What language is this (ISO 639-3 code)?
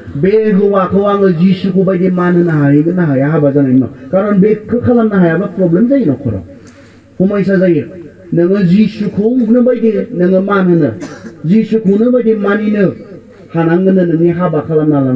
brx